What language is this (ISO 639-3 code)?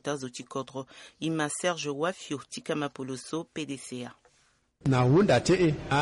sag